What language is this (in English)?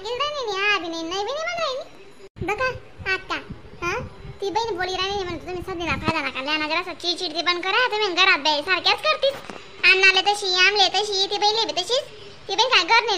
Khandesi